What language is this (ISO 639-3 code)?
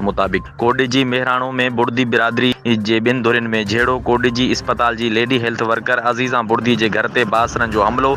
snd